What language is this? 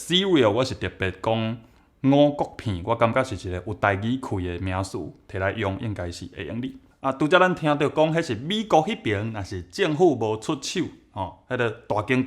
Min Nan Chinese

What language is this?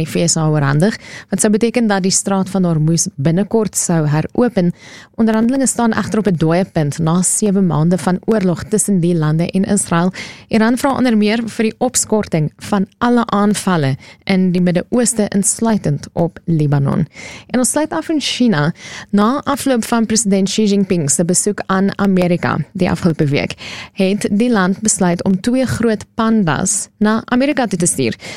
Afrikaans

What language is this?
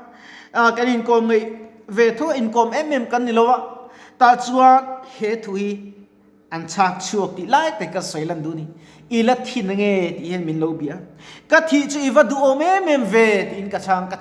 Mizo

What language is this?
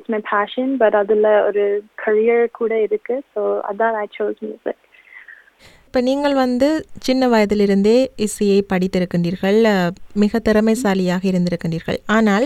Tamil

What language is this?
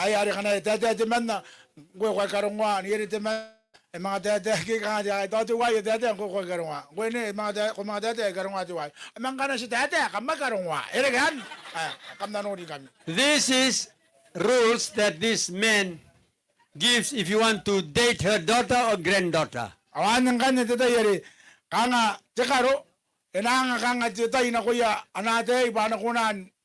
Gilbertese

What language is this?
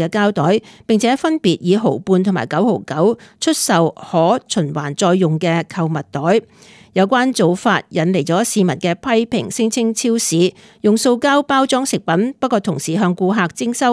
Cantonese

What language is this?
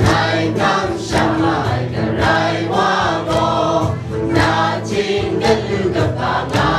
Kachin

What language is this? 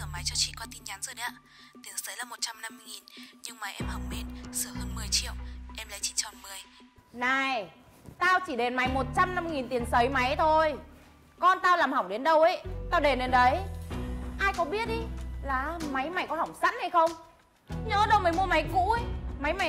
Vietnamese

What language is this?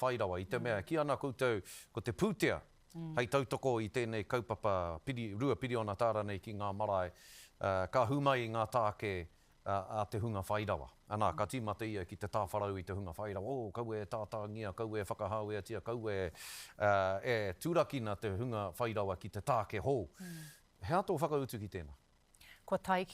Māori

